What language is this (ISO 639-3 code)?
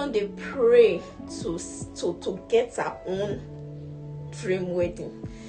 pcm